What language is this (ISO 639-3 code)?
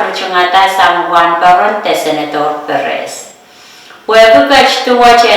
pon